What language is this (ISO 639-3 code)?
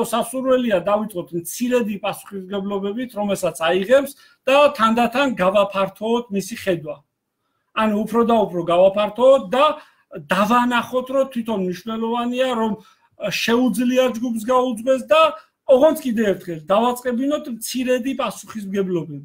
kat